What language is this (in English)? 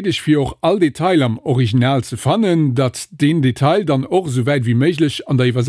Luxembourgish